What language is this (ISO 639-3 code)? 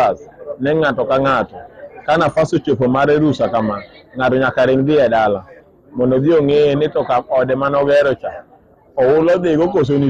luo